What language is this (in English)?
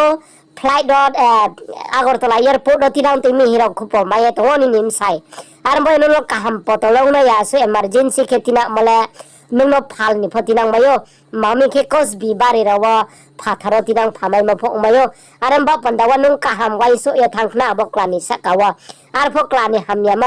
Riang (India)